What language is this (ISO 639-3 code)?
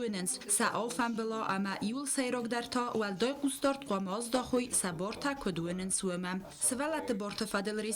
oss